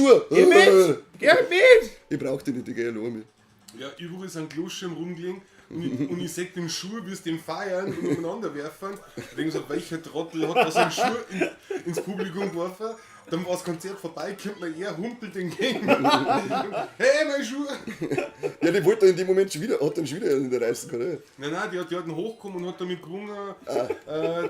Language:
Bavarian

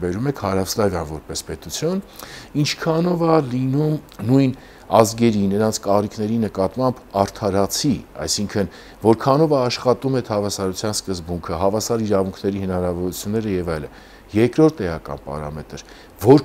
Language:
Armenian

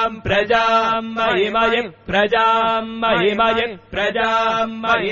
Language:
Sanskrit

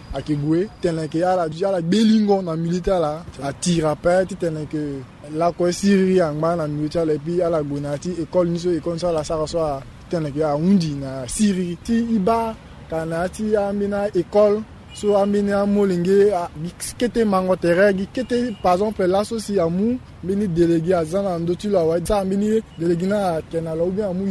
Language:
Sango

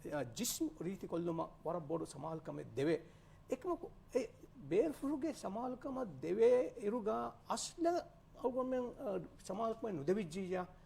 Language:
Divehi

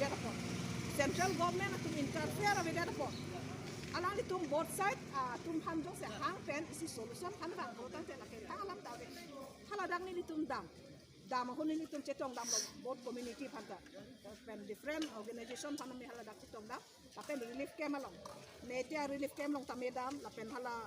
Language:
Karbi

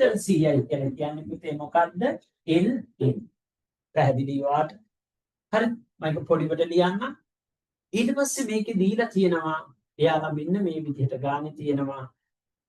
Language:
Sinhala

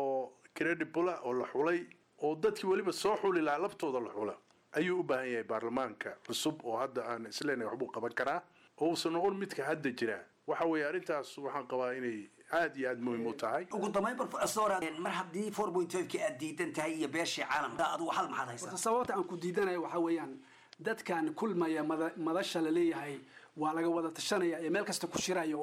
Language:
Somali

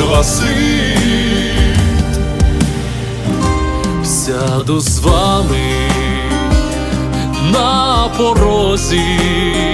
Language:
Ukrainian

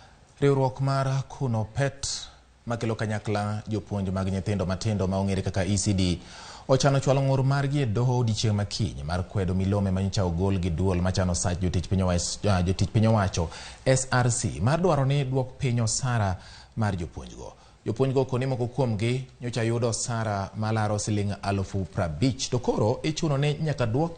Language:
Luo (Kenya and Tanzania)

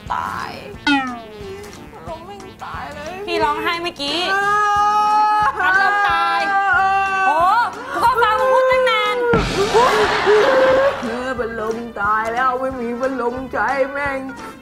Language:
Thai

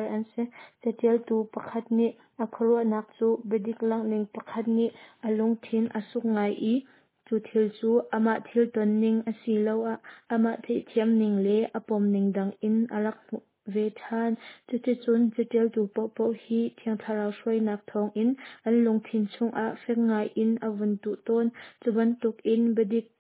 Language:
Hakha Chin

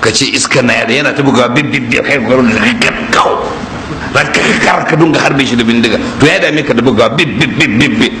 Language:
Hausa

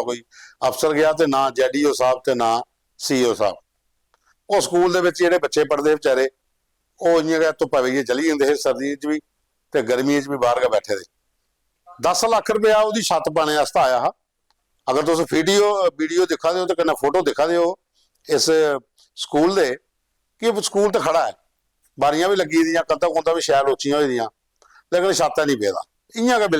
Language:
Dogri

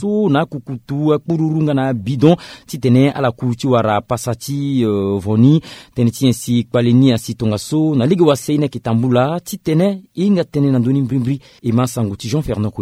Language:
Sango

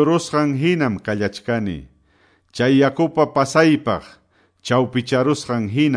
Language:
Quechua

